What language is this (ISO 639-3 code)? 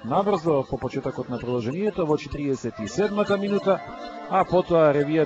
mkd